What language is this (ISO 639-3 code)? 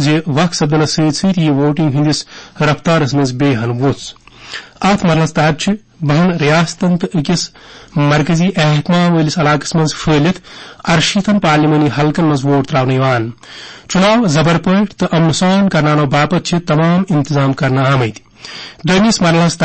kas